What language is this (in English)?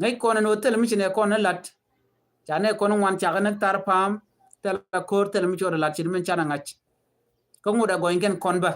Nuer